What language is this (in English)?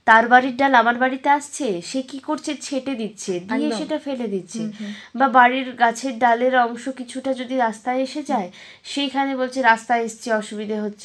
Bangla